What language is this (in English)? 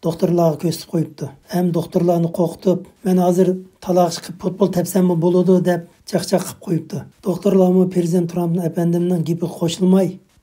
Uyghur